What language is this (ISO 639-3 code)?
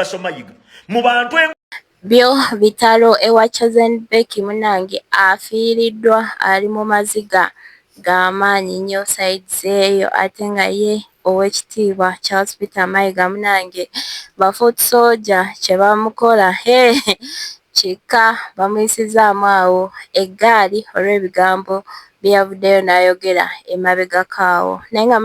lug